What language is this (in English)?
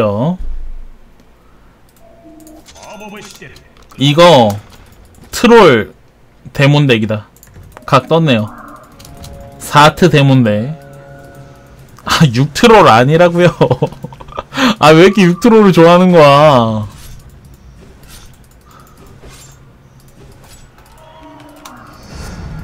Korean